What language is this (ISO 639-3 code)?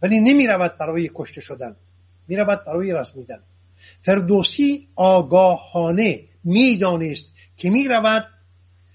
fas